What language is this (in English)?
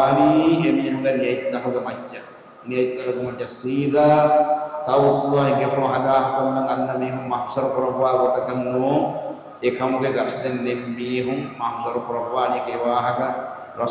Divehi